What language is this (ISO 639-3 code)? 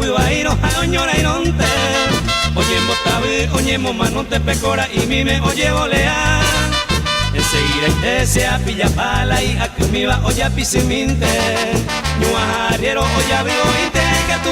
grn